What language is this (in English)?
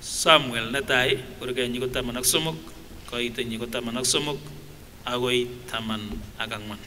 Kipsigis